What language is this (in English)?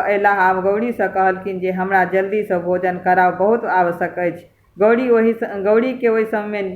Maithili